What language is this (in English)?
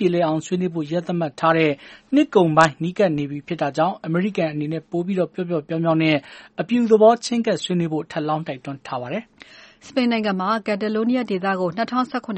Burmese